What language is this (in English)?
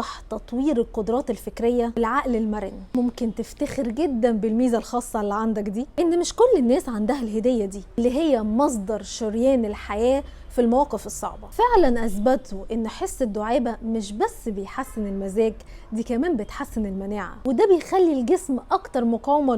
Egyptian Arabic